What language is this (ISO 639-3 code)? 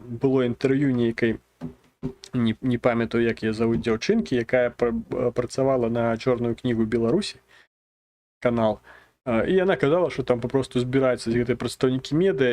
bel